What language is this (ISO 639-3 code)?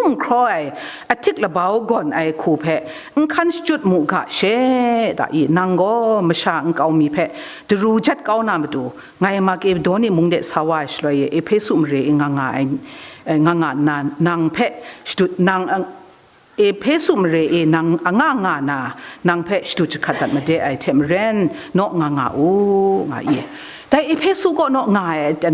kac